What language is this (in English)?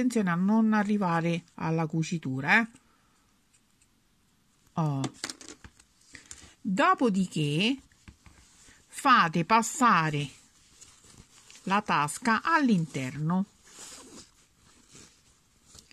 Italian